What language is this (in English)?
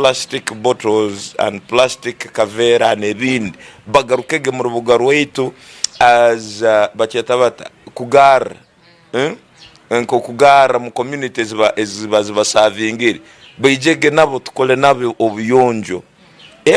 Tooro